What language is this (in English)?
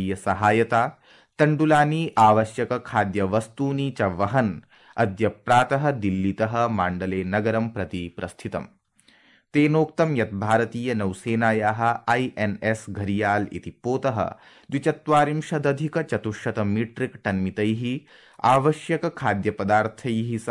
Sanskrit